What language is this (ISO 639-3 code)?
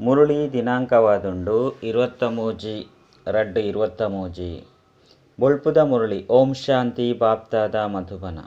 tcy